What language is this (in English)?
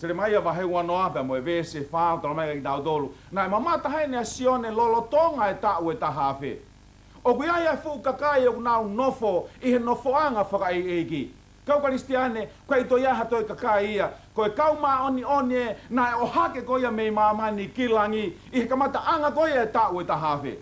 Tongan